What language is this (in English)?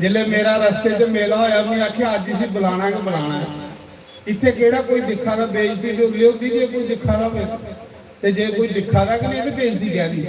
Dogri